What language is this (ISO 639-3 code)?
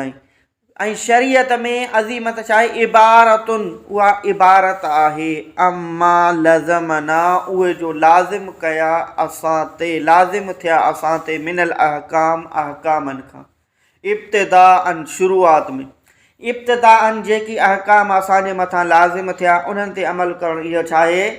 snd